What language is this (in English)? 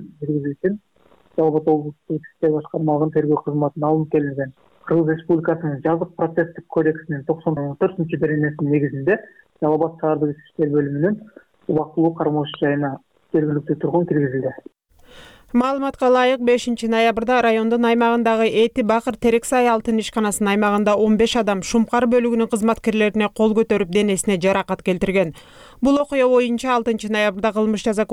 Kyrgyz